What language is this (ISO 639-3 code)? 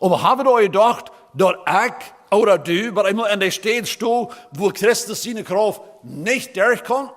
pdt